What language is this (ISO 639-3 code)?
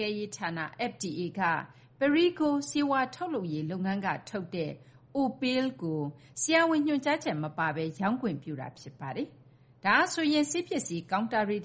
mya